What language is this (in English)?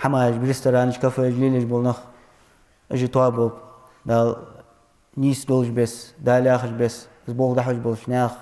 Ingush